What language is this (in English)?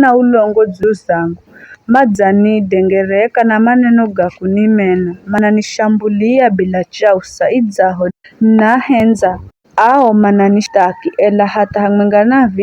Giryama